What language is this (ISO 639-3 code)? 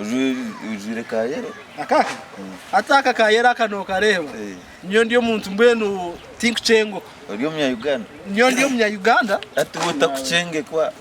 nyn